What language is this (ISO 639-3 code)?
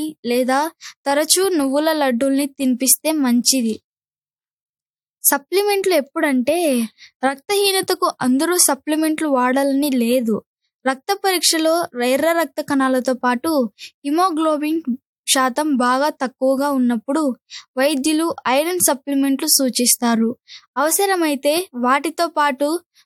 tel